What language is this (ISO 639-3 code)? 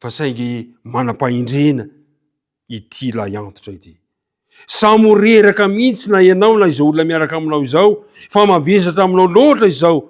mlg